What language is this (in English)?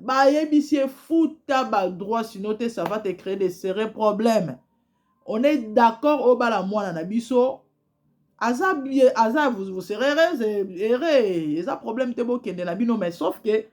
Lingala